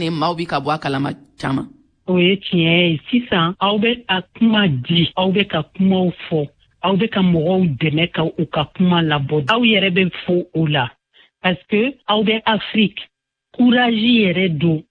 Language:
Bambara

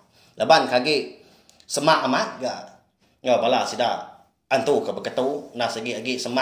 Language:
Iban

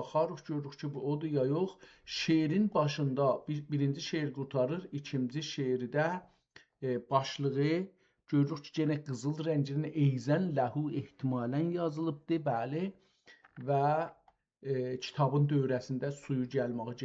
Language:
South Azerbaijani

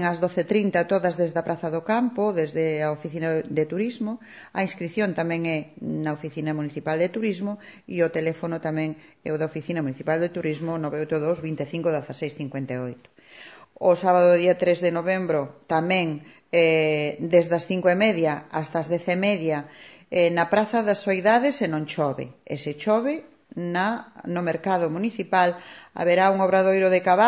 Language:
Galician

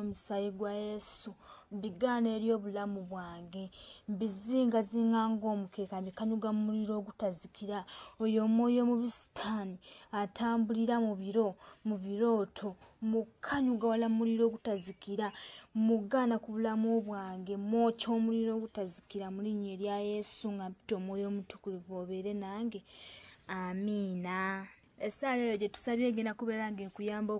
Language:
Ganda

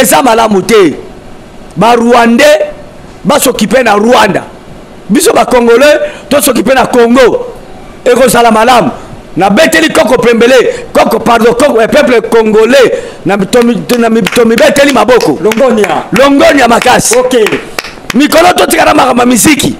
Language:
Lingala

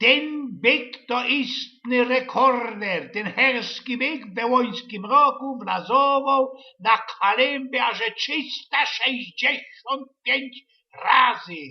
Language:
Silesian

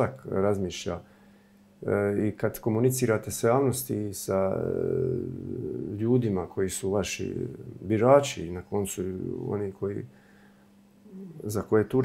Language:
Croatian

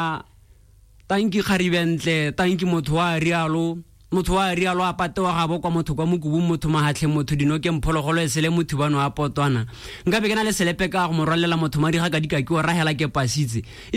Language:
Tswana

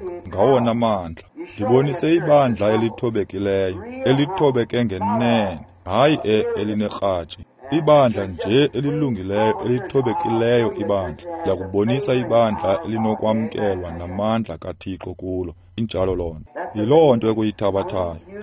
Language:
Xhosa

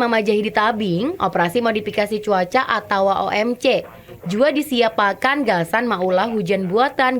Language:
Banjar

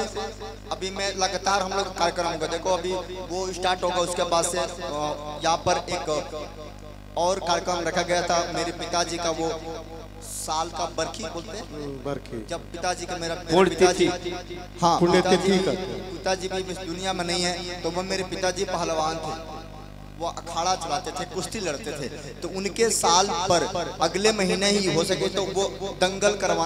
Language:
Hindi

